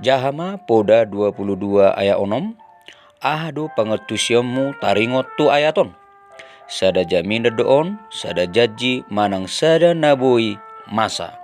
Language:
Batak Toba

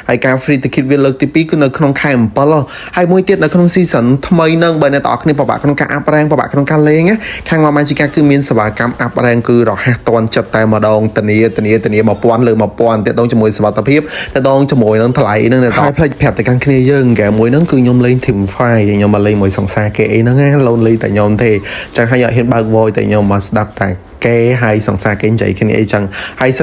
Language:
Khmer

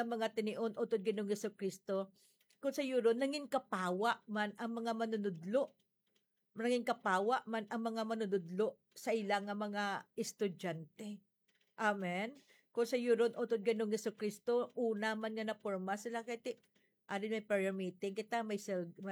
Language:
Hiligaynon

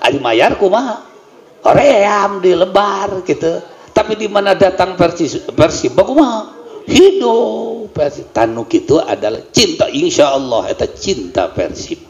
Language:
Sundanese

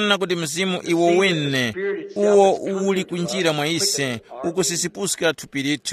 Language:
Tumbuka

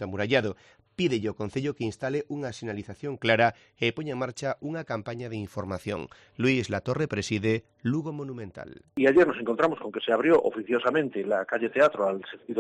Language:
Galician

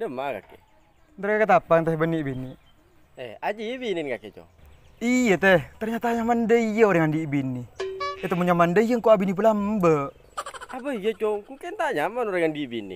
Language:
Madurese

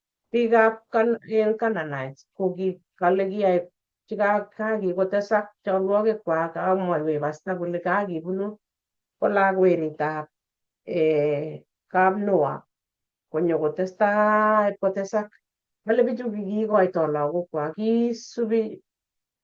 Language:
Kalenjin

